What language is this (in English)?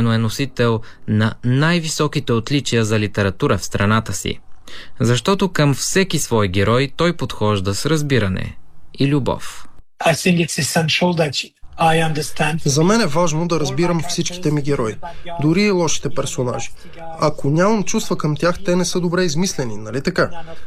Bulgarian